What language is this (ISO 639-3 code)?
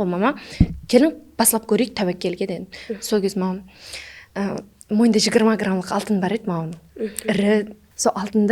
kaa